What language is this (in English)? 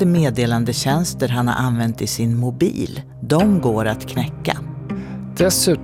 Swedish